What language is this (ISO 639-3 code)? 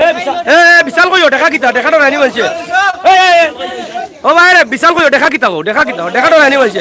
syl